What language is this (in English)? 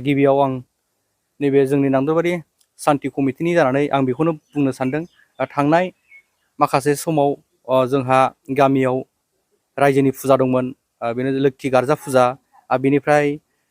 Bodo